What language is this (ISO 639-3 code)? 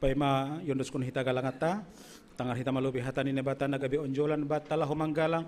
bts